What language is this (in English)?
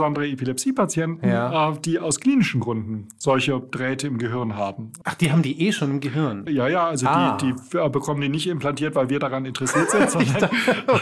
German